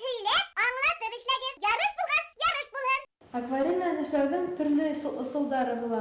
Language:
Bashkir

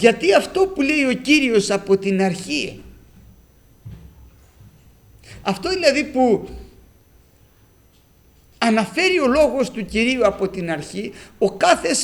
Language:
Greek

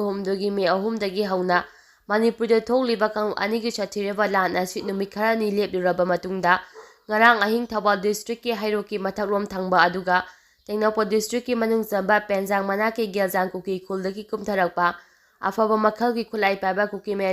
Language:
Manipuri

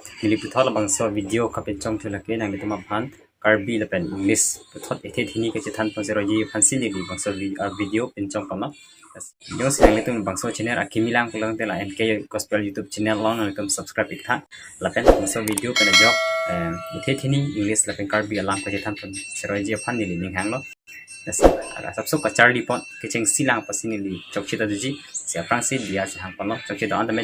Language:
Karbi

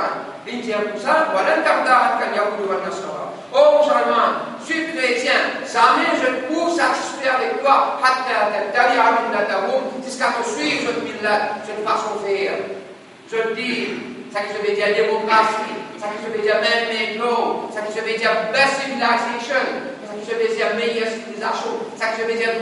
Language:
Morisyen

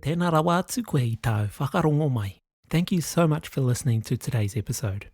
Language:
Māori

